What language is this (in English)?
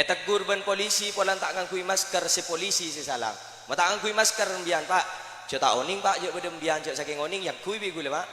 Madurese